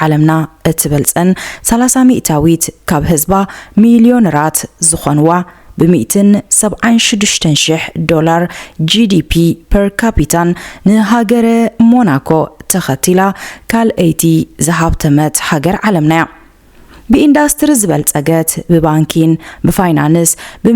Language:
Tigrinya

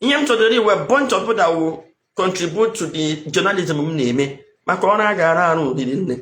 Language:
Igbo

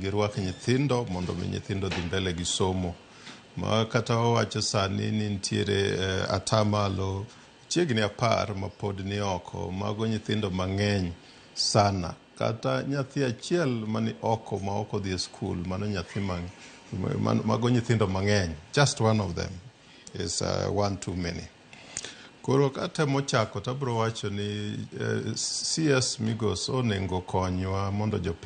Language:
Luo (Kenya and Tanzania)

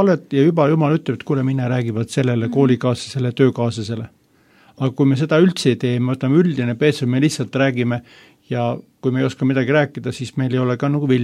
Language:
Estonian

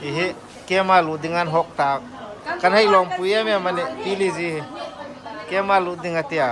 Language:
Hmar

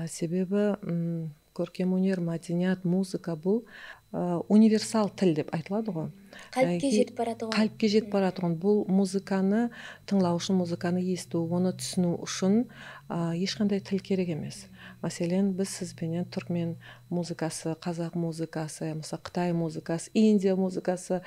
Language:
Kara-Kalpak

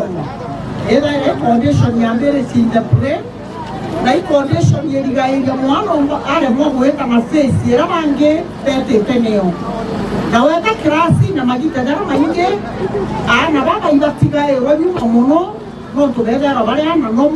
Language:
Meru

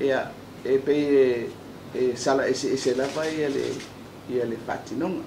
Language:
Samoan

